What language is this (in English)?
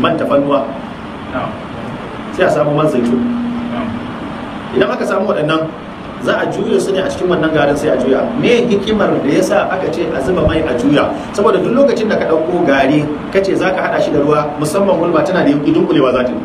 Hausa